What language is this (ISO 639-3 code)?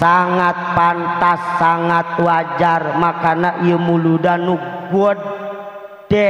sun